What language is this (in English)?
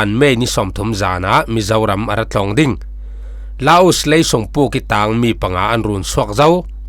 Falam Chin